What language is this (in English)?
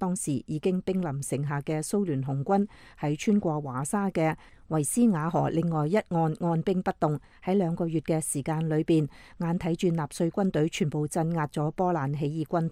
Cantonese